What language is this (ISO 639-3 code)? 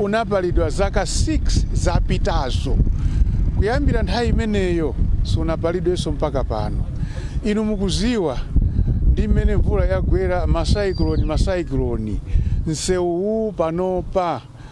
nya